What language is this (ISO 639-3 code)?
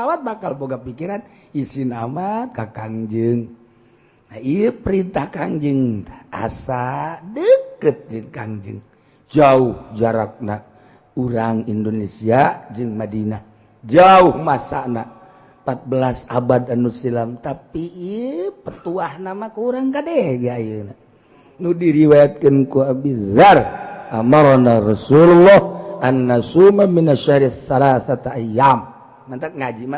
sun